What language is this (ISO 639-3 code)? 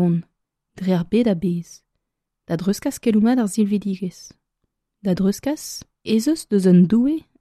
bre